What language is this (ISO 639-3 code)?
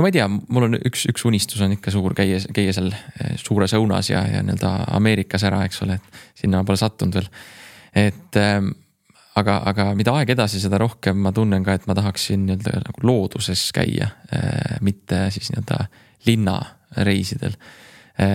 est